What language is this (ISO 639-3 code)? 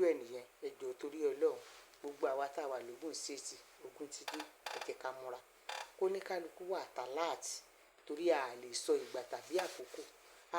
yor